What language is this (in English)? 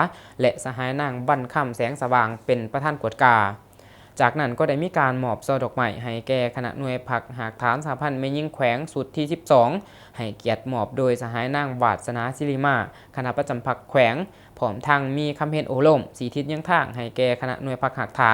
Lao